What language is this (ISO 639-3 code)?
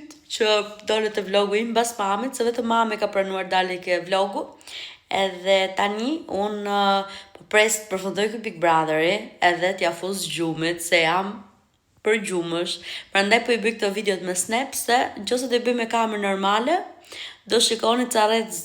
sqi